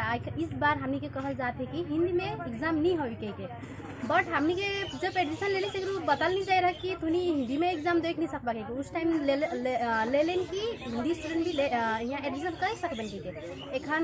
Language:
Sadri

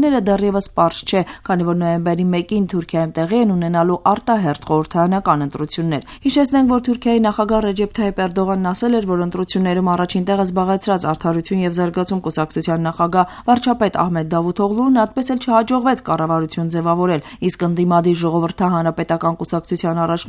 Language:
Armenian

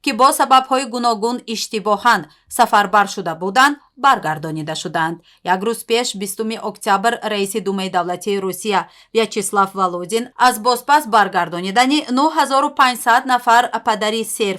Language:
Tajik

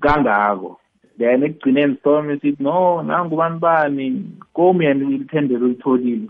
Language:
South Ndebele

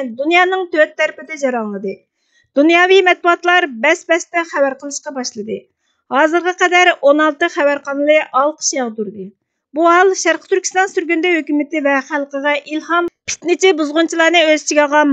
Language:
Uyghur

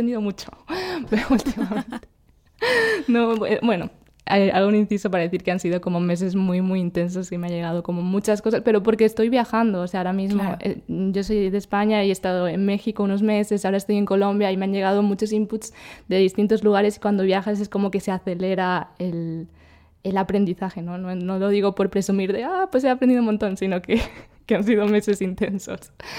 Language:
Spanish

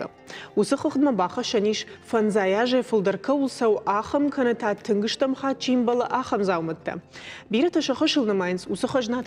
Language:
Ossetic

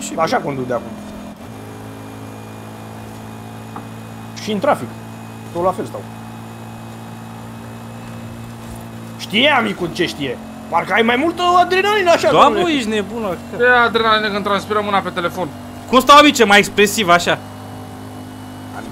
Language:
Romanian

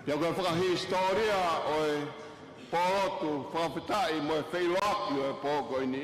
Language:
Tongan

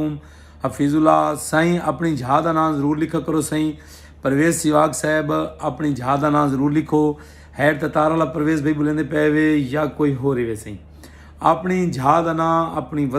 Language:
Saraiki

